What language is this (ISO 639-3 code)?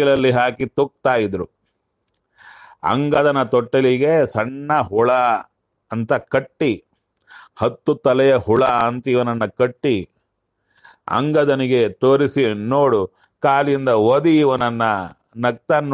kan